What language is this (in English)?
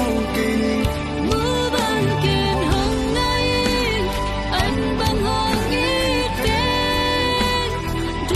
Tedim Chin